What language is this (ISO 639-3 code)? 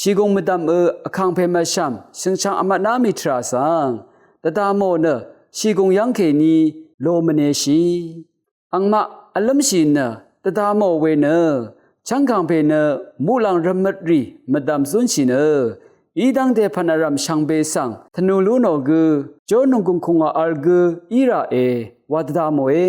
raw